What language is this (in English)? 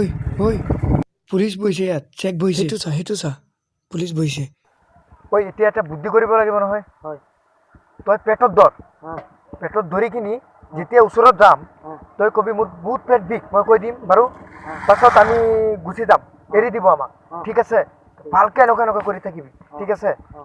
Assamese